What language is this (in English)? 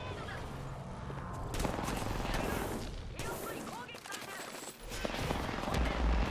Japanese